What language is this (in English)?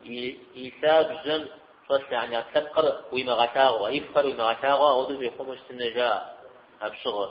Kabardian